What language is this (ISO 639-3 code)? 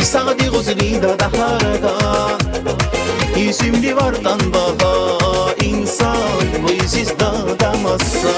tab